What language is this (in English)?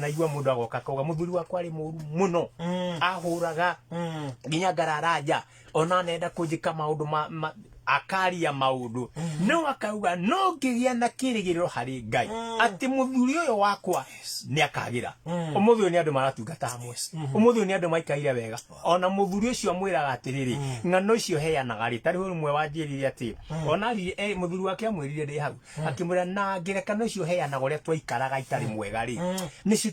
Kikuyu